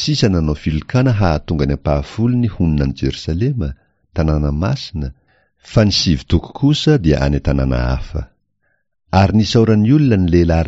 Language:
Malagasy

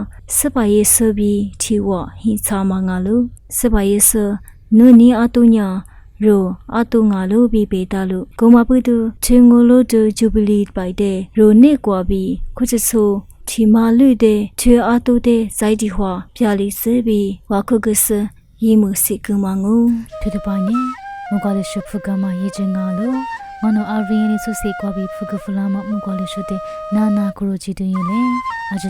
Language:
Lisu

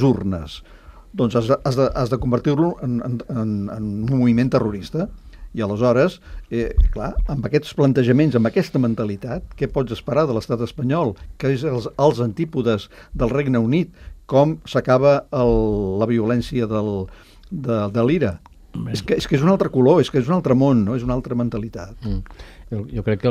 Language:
Catalan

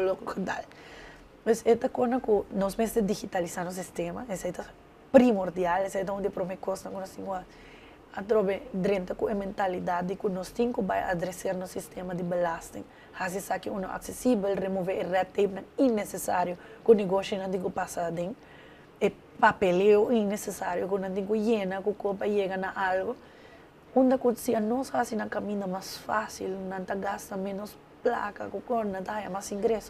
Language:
Papiamento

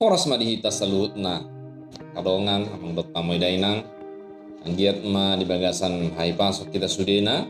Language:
Batak Toba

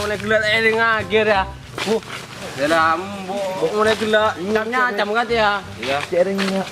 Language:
Madurese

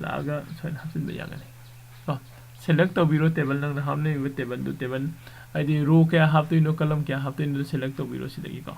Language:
Manipuri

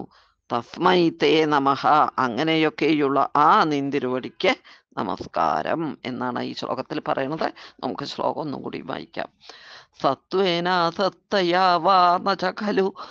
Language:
Malayalam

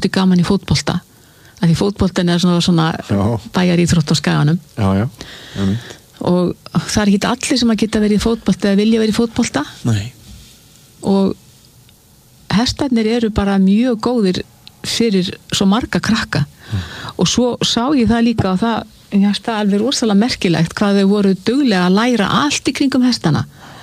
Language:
Icelandic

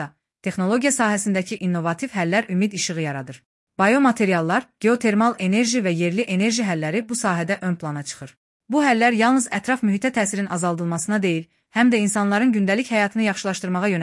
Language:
Azerbaijani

